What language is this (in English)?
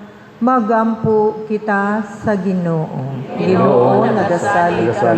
Cebuano